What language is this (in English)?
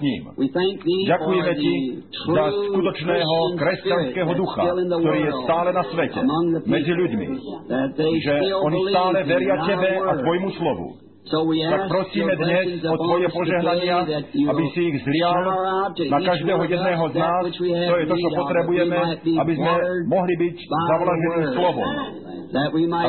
Slovak